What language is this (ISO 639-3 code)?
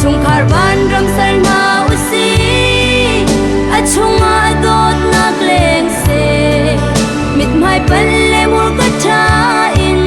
cnh